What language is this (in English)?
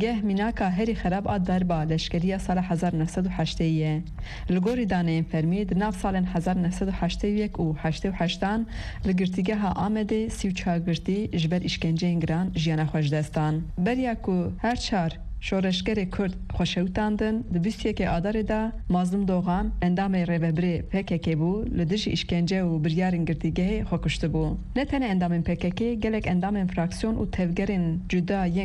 Kurdish